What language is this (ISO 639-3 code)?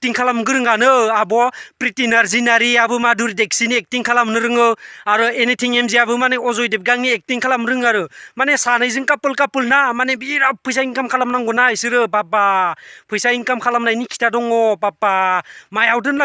brx